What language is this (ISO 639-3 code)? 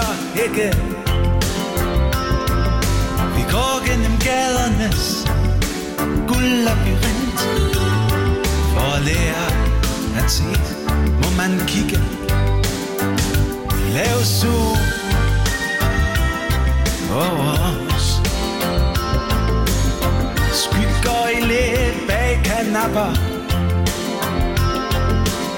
dan